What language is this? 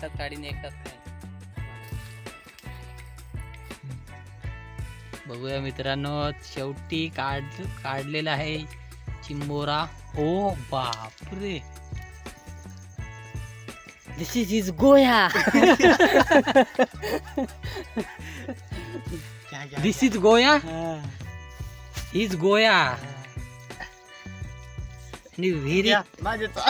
Marathi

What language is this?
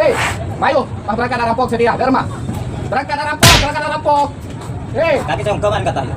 Madurese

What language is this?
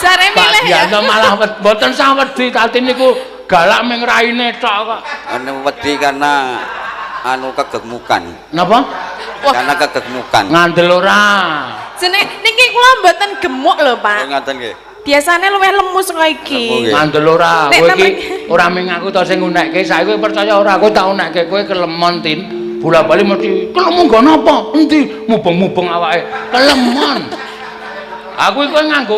Javanese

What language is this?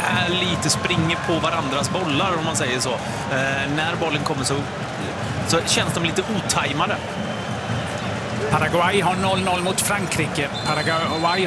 Swedish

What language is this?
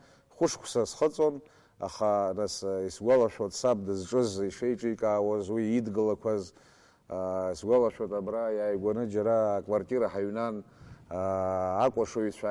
Abkhazian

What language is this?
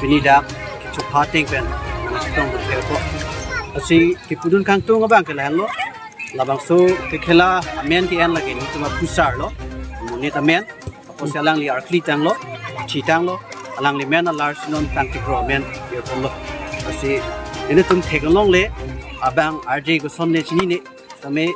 Karbi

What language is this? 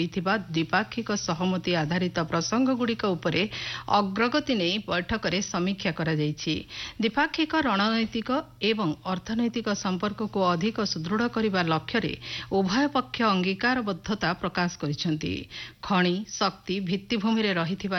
Odia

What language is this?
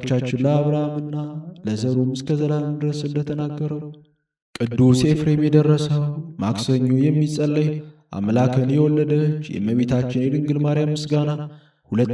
Amharic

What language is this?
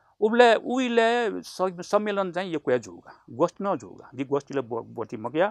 Newari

